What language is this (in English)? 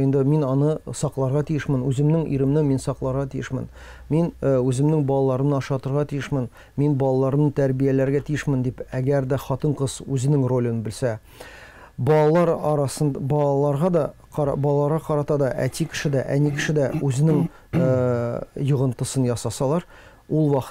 Tatar